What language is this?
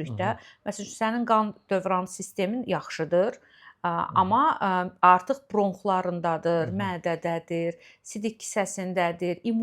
Azerbaijani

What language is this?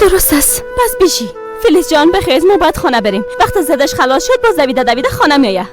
Persian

